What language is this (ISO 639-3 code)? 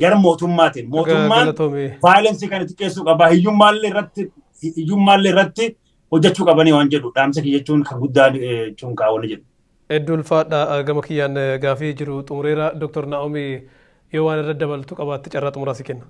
orm